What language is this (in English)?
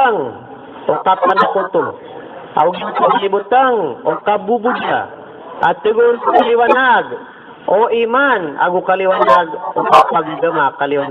Maranao